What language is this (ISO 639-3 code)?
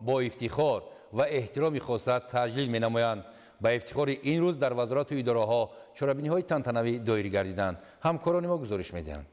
tgk